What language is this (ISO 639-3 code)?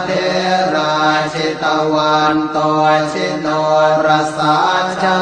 pli